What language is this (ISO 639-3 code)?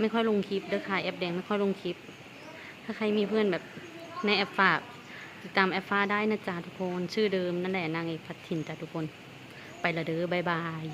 tts